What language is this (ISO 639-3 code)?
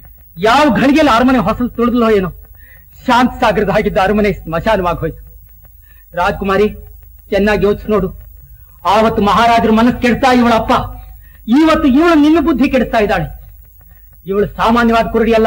kan